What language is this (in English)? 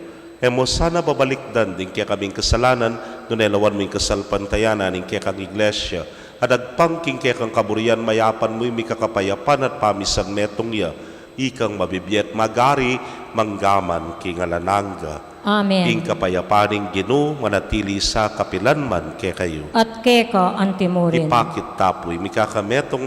Pampanga